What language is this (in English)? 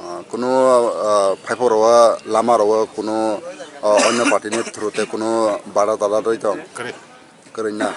Kok Borok